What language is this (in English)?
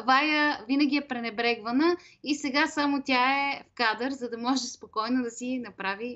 Bulgarian